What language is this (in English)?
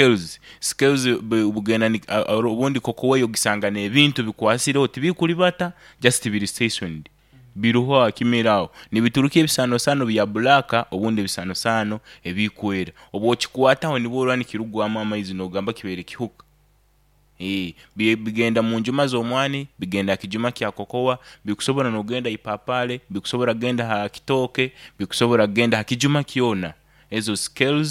Nyoro